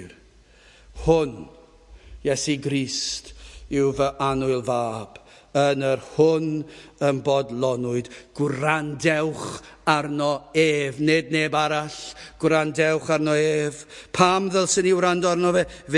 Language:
Welsh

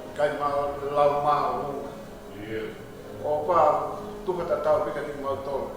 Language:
Tongan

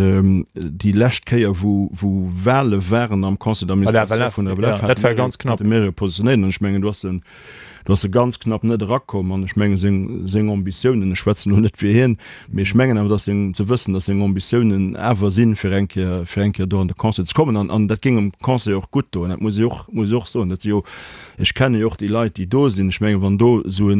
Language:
Luxembourgish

